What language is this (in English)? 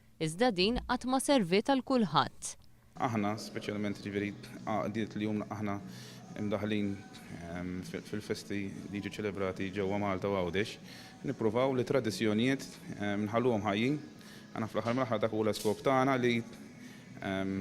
Maltese